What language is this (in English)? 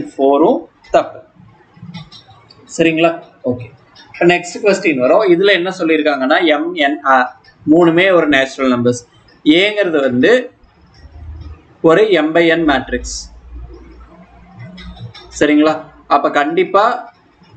Tamil